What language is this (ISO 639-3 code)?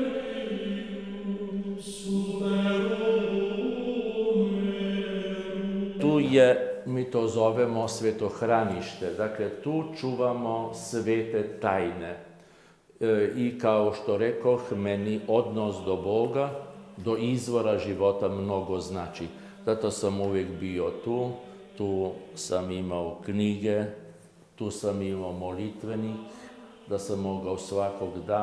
srp